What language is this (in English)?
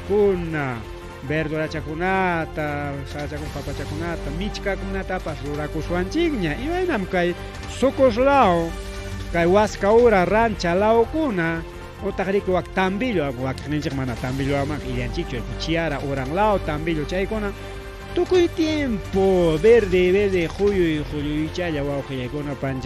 Ayacucho Quechua